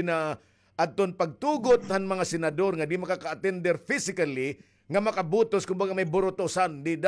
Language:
Waray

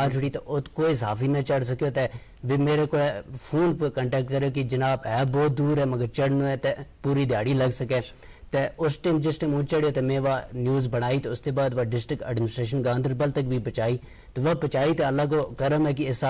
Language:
Gujari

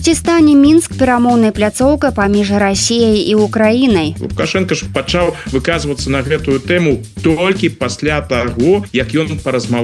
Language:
Belarusian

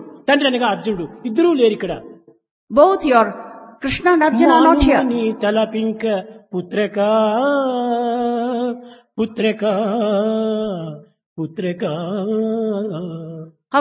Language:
Telugu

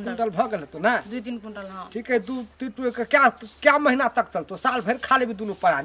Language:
Maithili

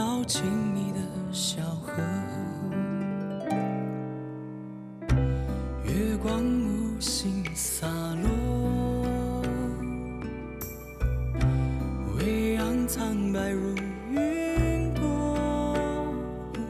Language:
Chinese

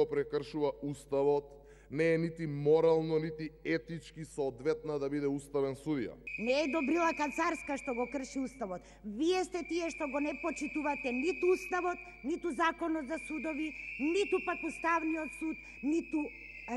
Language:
Macedonian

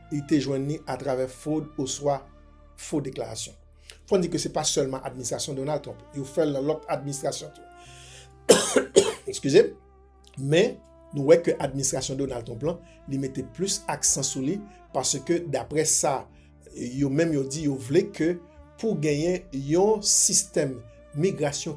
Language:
Haitian Creole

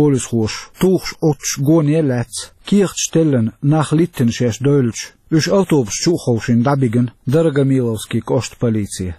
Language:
Chechen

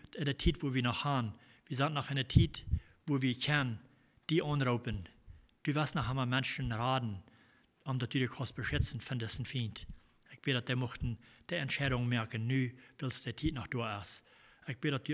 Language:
Plautdietsch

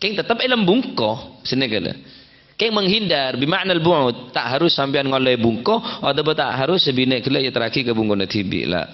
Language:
Madurese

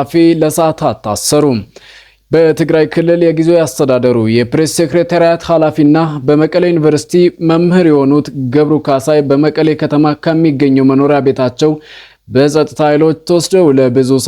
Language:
Amharic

